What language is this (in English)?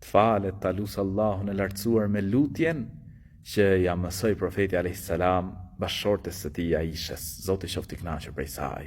Albanian